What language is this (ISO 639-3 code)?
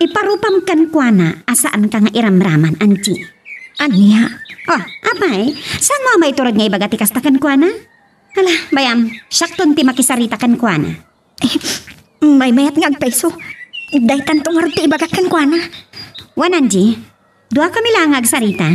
ilo